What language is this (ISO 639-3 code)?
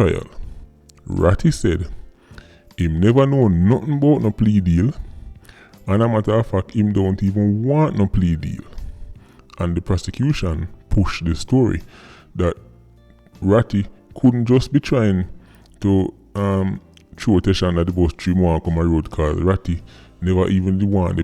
jam